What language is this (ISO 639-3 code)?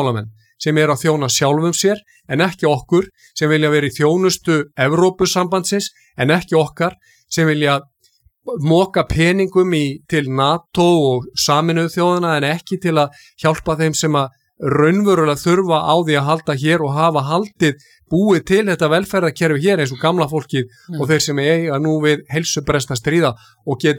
isl